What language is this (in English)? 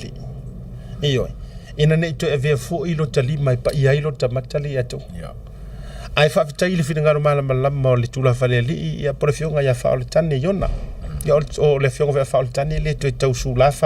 Samoan